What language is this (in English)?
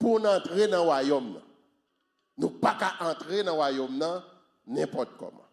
Haitian Creole